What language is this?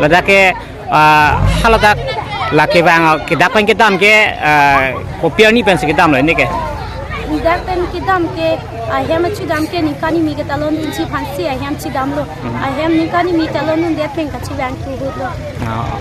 Karbi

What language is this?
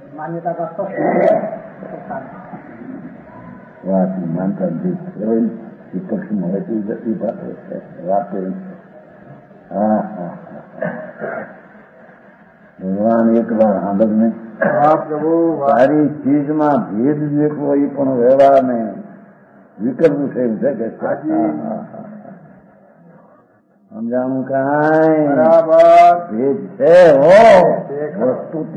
Gujarati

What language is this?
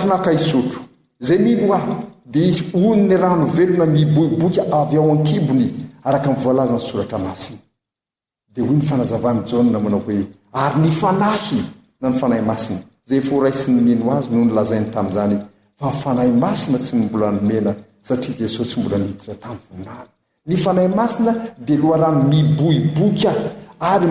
Malagasy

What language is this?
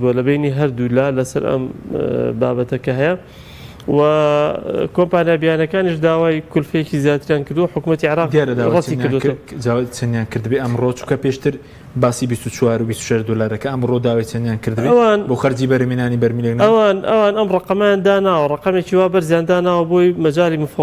Central Kurdish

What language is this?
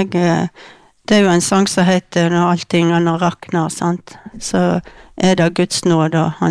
Norwegian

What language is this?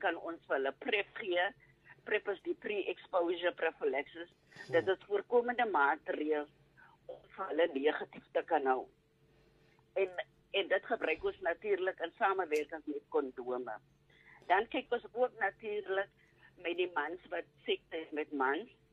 Afrikaans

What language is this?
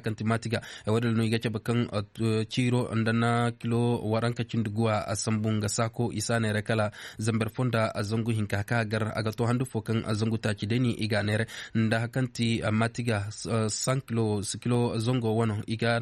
Koyraboro Senni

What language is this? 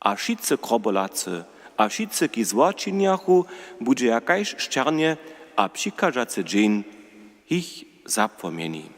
Upper Sorbian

